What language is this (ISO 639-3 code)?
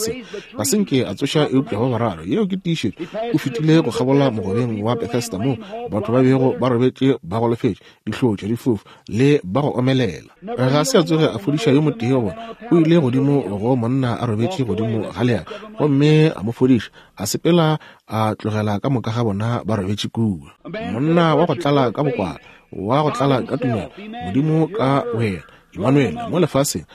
nso